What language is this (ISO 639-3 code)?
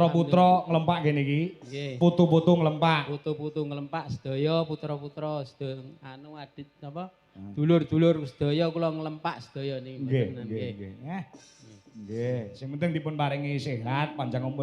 jav